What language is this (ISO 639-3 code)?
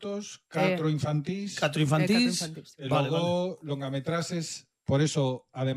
glg